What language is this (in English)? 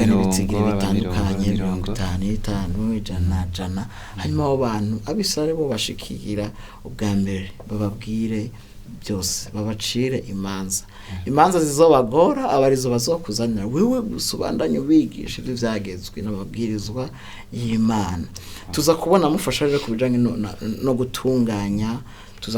Rundi